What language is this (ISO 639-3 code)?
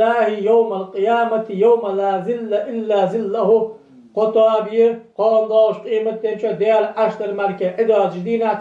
inh